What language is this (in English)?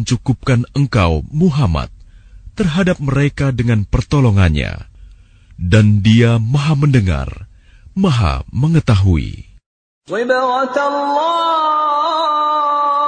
Indonesian